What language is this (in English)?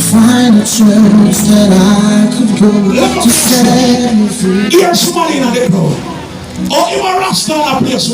Jamaican Creole English